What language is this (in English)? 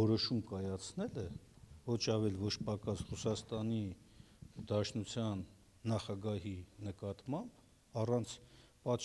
Armenian